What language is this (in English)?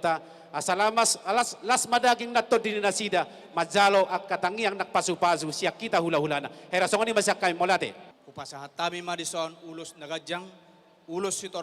Batak Toba